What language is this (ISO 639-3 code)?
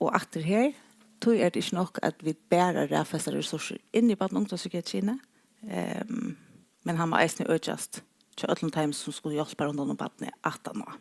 fao